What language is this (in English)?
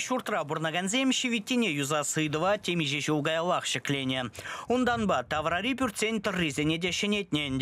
Chuvash